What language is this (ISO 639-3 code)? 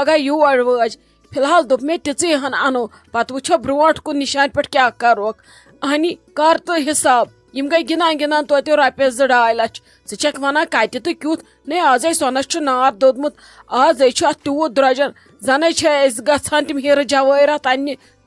kas